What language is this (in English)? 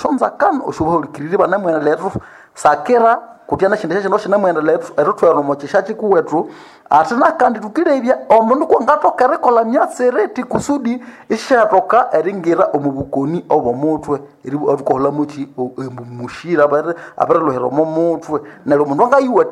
Nande